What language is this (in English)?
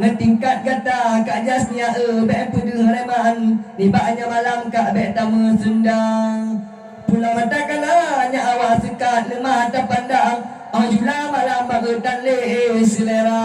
Achinese